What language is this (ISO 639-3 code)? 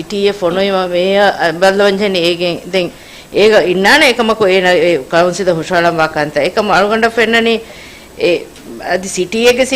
div